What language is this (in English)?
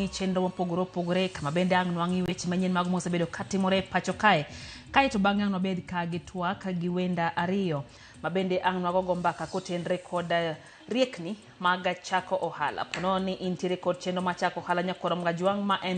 Luo (Kenya and Tanzania)